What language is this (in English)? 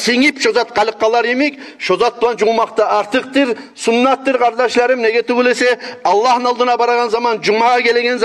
Kumyk